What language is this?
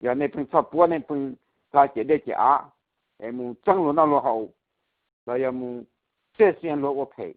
Hmong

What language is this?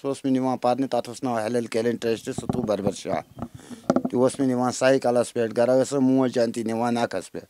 Kashmiri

